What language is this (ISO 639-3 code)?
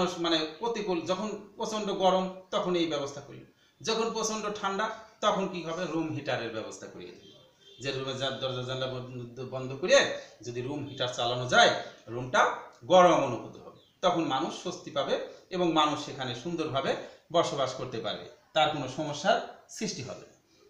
ben